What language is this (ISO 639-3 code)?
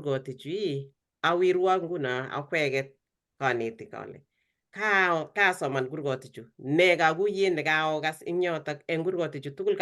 kln